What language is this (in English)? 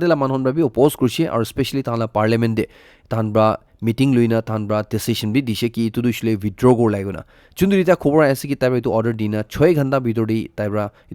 Naga Pidgin